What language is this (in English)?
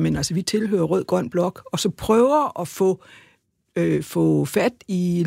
Danish